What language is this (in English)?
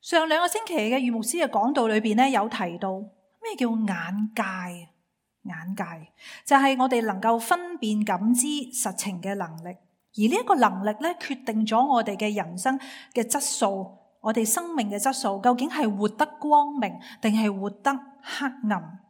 Cantonese